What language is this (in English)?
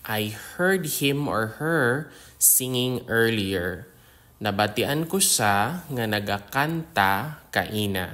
Hiligaynon